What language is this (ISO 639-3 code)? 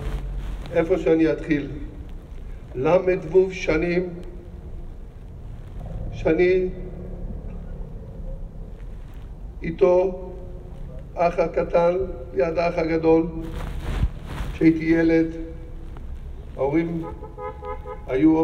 heb